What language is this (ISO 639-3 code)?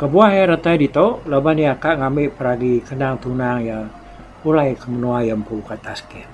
iba